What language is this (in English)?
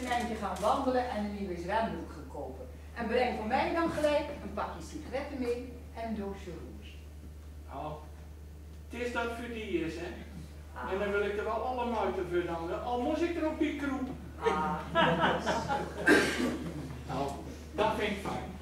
Gronings